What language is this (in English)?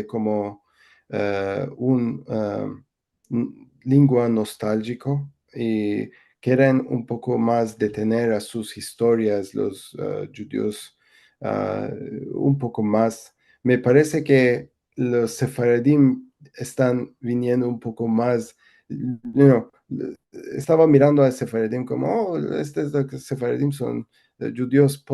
Ladino